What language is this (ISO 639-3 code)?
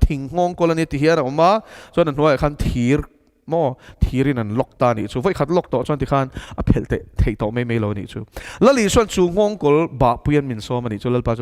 lus